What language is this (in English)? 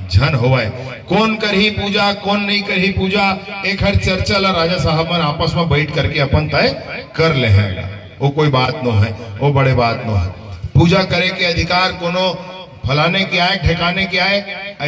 Chhattisgarhi